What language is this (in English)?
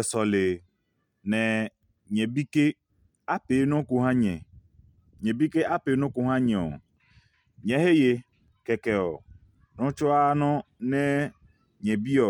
Adangme